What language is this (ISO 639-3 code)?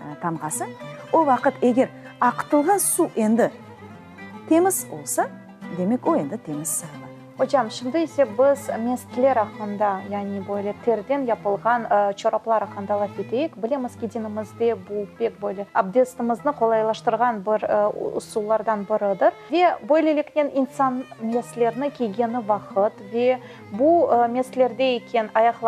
crh